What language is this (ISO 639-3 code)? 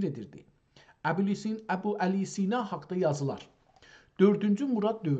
azb